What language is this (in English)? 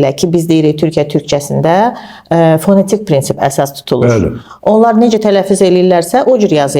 Azerbaijani